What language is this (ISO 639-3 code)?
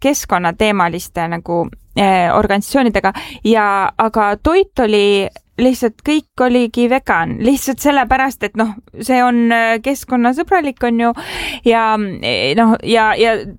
est